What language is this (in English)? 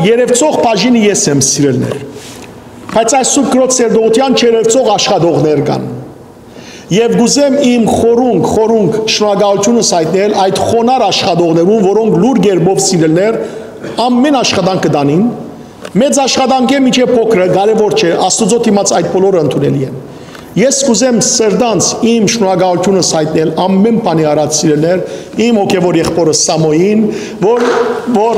Western Armenian